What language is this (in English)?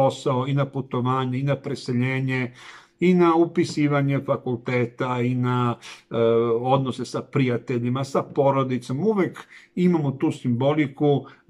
Serbian